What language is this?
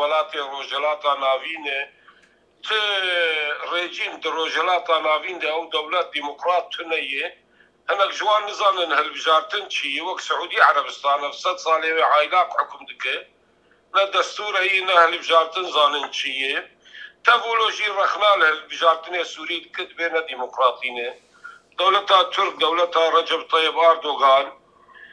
Kurdish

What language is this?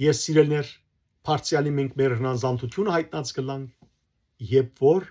Western Armenian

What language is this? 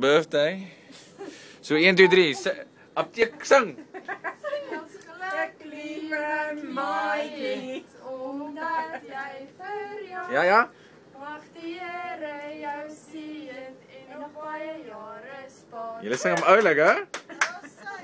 Afrikaans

